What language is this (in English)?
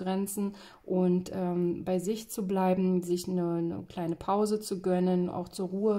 German